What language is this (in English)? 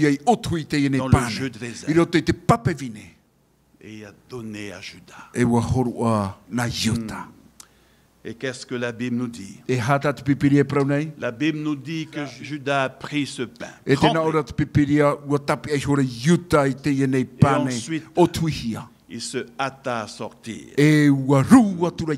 Tahitian